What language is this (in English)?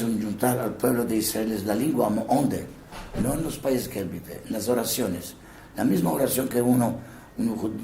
Ladino